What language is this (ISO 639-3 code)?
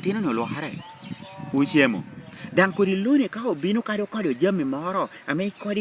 laj